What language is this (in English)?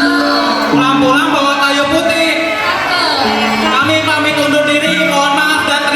Betawi